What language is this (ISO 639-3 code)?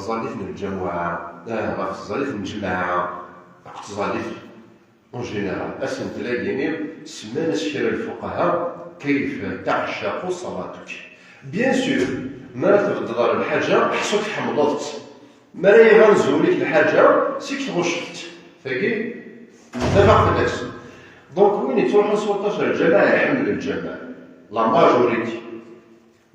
kab